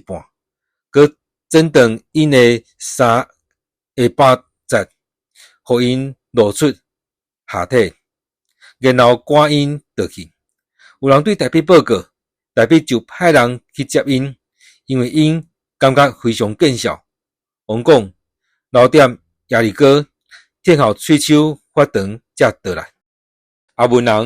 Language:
Min Nan Chinese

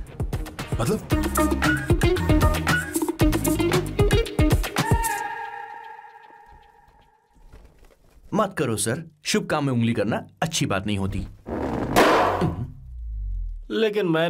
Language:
Hindi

